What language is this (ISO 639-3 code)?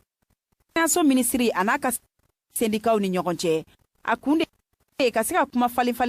bam